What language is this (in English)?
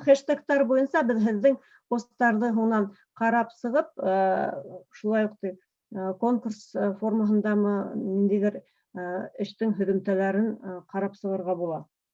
Bashkir